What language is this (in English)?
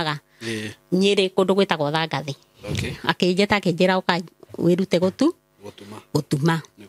Kikuyu